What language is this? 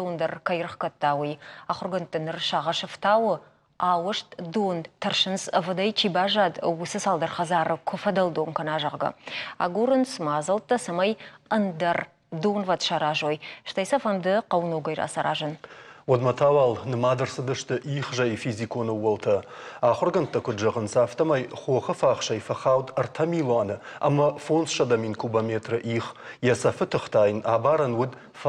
Ossetic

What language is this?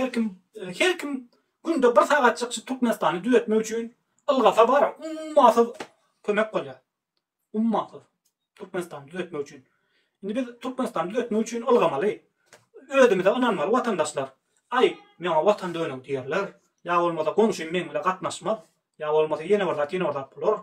Turkmen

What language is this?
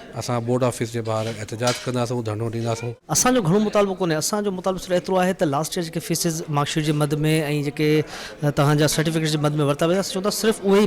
Sindhi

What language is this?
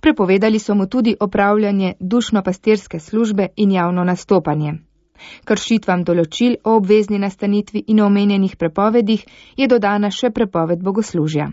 Slovenian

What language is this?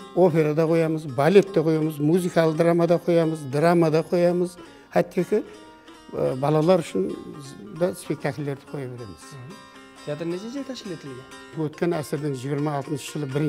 Kara-Kalpak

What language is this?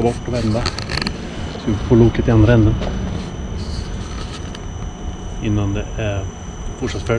Swedish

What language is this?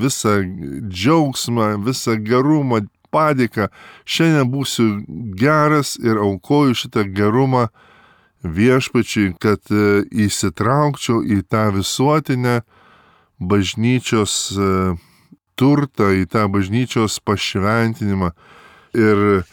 Lithuanian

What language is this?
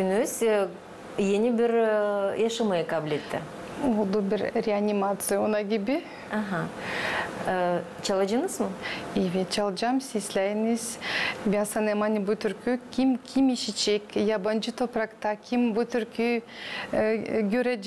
Gagauz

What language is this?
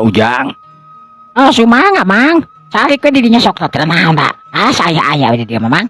Sundanese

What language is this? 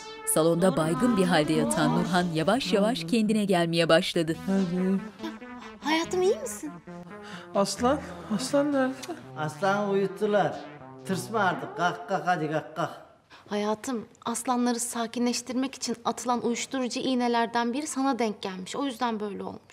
Turkish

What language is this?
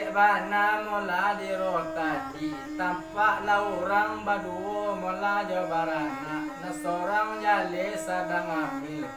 Minangkabau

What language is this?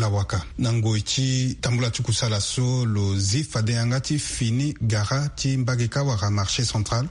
Sango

